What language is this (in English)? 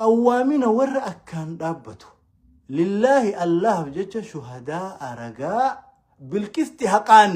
Oromo